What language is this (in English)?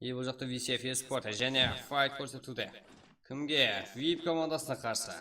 Kara-Kalpak